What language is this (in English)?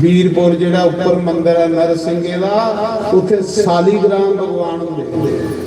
Dogri